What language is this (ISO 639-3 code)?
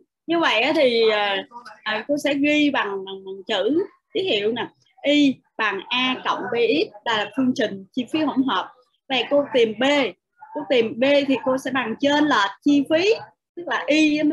vie